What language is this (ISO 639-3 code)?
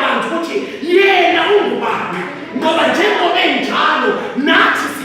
zul